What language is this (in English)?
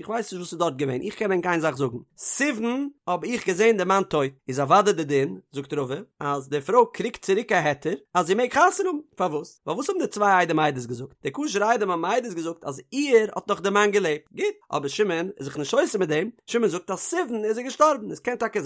Yiddish